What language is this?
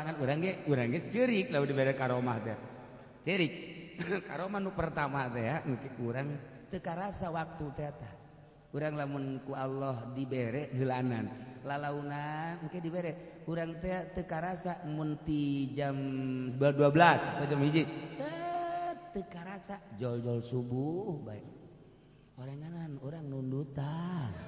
Sundanese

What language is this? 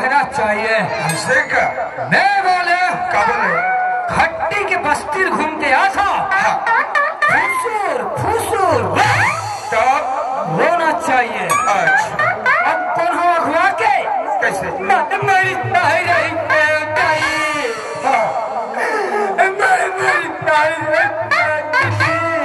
Chhattisgarhi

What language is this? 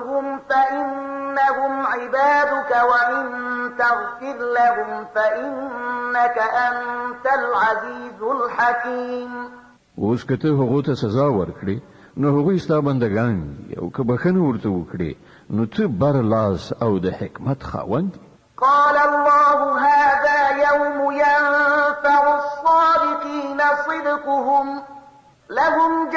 Pashto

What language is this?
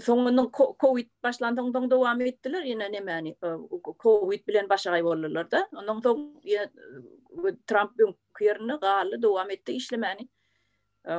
Turkmen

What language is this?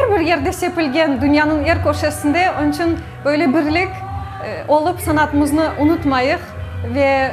Crimean Tatar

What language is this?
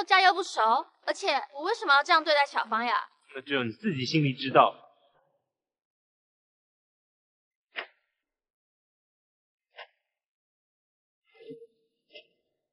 Chinese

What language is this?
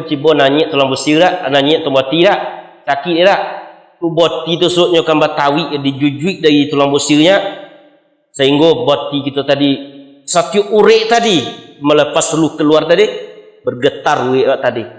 Minangkabau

